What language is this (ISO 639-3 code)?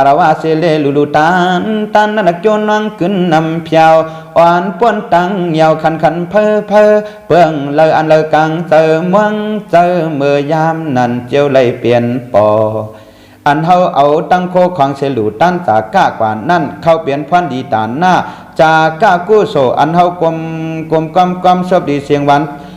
shn